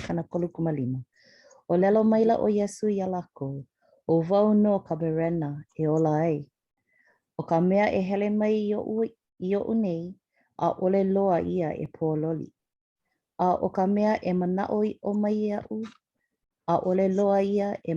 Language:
Hawaiian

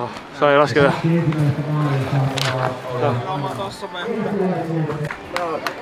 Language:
Estonian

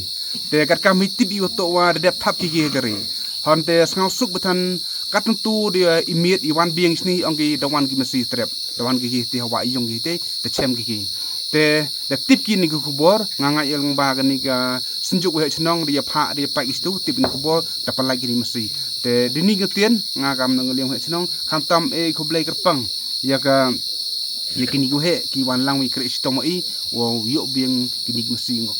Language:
Khasi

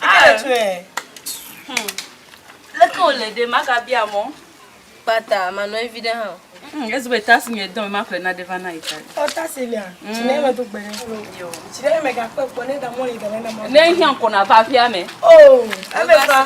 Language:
Ewe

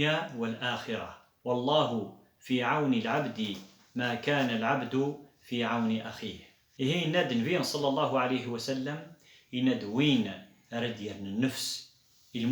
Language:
Kabyle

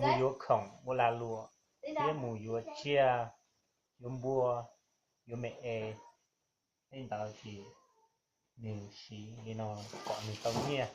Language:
Hmong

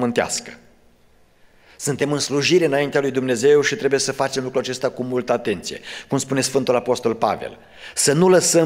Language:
Romanian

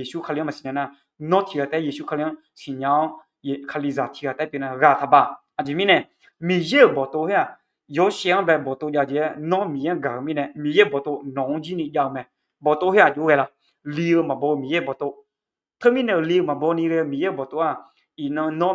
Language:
Akha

